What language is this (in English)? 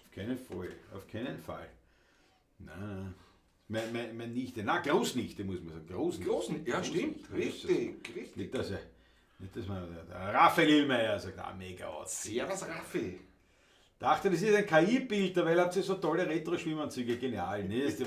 Bavarian